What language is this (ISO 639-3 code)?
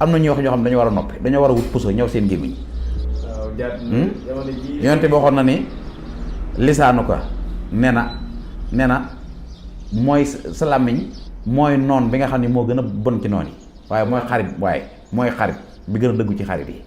wol